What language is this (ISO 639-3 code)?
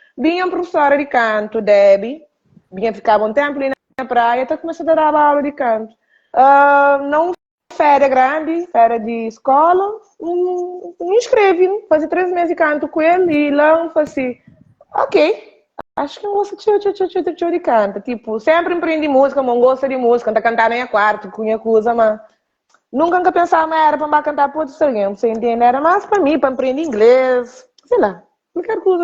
kea